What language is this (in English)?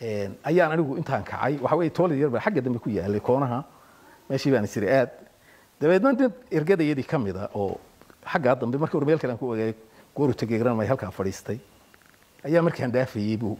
Somali